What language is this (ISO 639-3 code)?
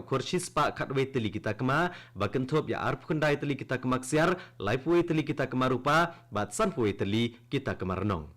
kha